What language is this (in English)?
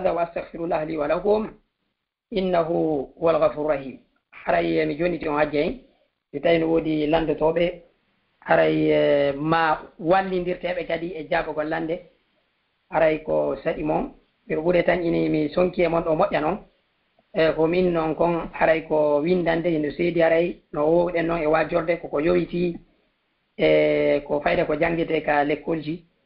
Fula